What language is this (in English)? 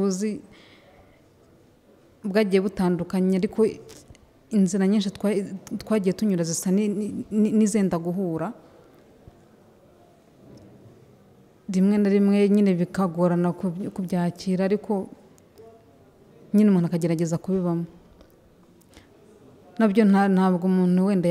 Kinyarwanda